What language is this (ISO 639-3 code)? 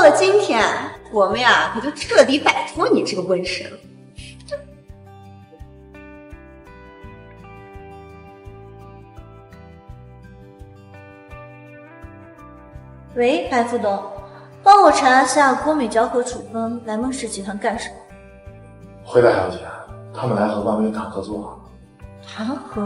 zho